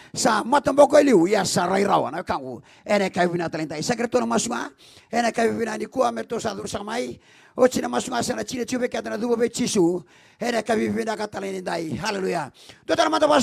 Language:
Fijian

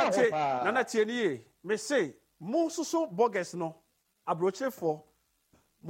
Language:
Akan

